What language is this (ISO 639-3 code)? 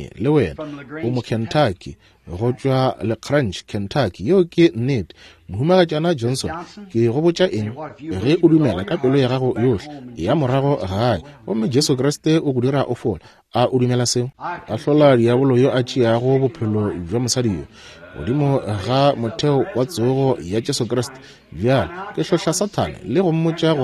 nso